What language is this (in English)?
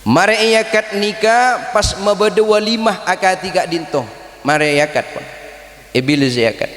Madurese